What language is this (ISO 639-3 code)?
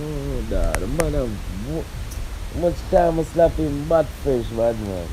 jam